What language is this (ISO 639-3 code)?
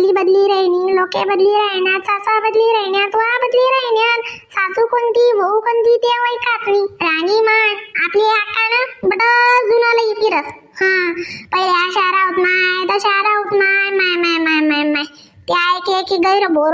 khn